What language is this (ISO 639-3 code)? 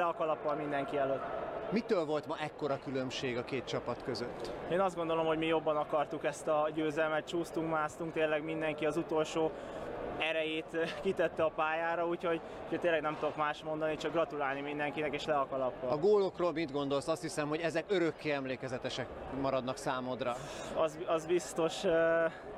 hun